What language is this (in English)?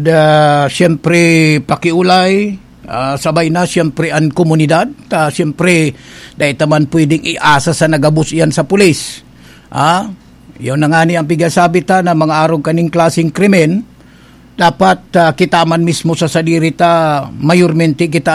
Bikol